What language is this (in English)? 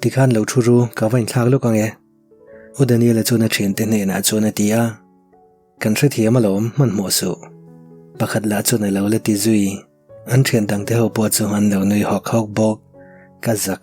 Mizo